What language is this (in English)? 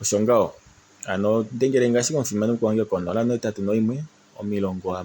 Kuanyama